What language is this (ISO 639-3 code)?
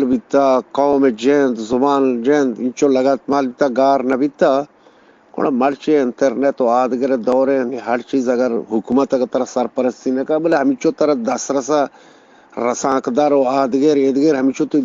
bgp